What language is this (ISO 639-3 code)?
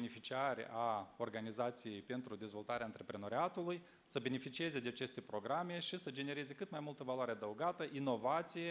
ron